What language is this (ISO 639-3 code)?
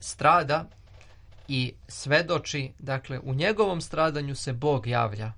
srp